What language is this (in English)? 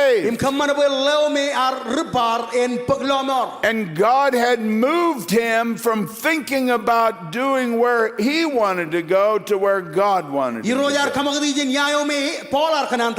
Marshallese